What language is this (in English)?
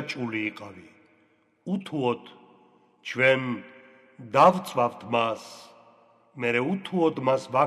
Georgian